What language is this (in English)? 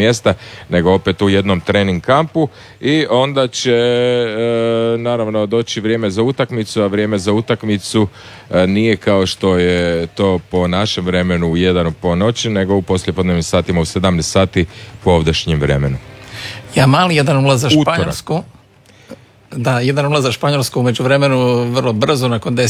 Croatian